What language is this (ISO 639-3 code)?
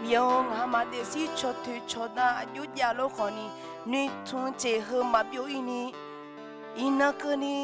ahk